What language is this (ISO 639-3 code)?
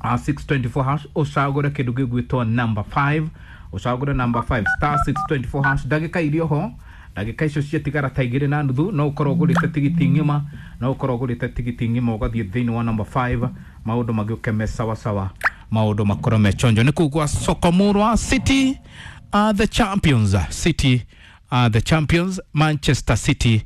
kik